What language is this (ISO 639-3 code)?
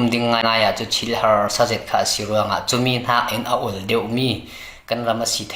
cfm